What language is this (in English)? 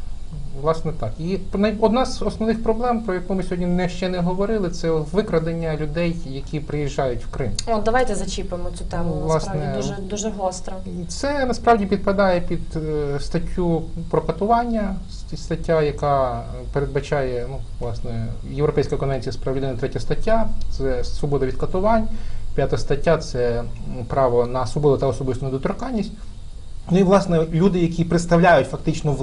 Ukrainian